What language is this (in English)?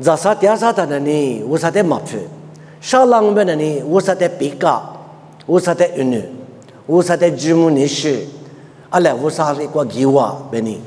Lisu